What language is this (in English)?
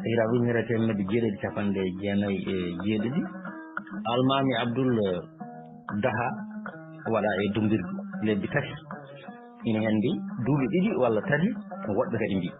Fula